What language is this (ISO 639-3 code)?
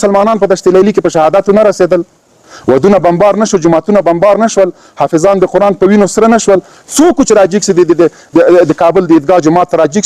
pus